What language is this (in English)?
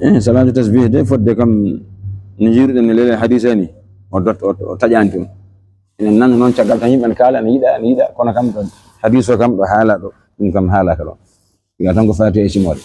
Fula